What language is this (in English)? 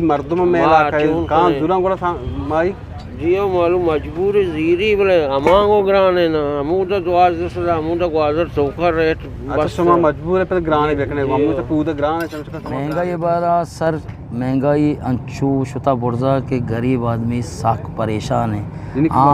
Eastern Balochi